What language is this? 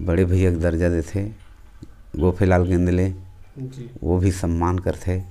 Chhattisgarhi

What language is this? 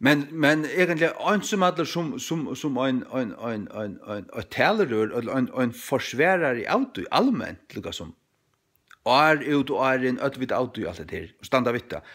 Faroese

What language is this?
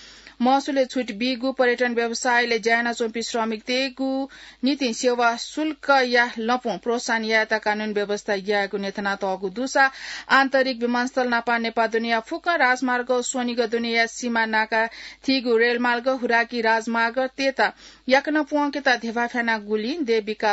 Newari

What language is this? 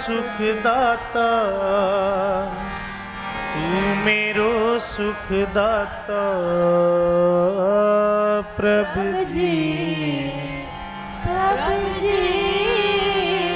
Punjabi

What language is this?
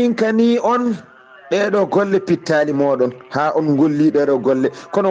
Fula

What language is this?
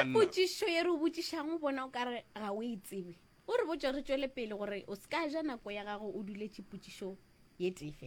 Northern Sotho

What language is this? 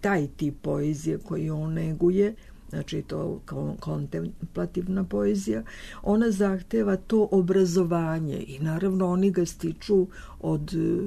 Serbian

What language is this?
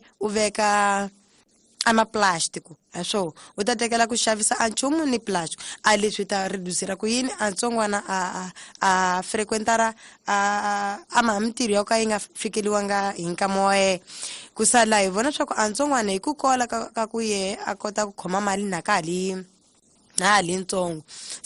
Tsonga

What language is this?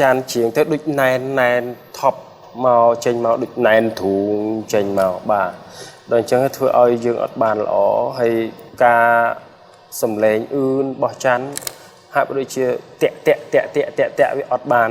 Khmer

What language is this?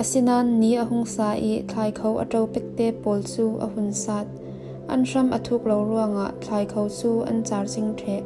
Falam Chin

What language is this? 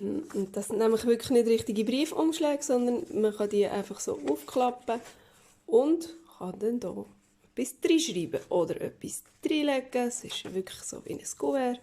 Swiss German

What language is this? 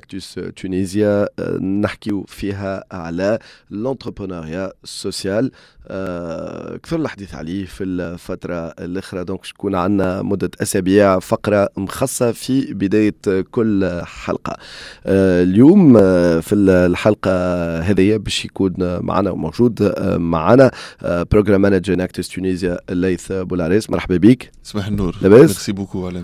Tunisian Arabic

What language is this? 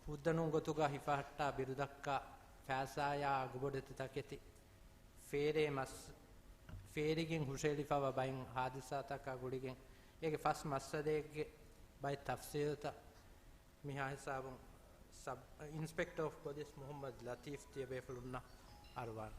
Divehi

